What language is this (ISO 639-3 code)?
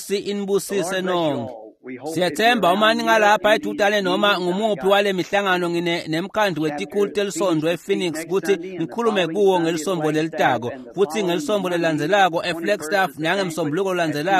ssw